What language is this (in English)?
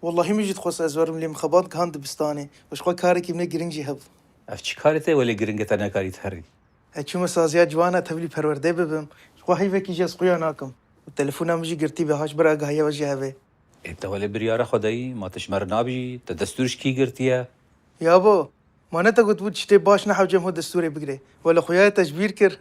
Kurdish